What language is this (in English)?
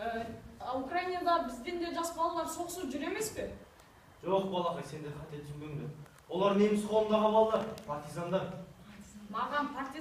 Kazakh